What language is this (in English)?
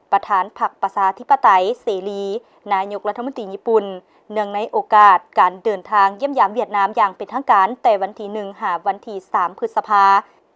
Lao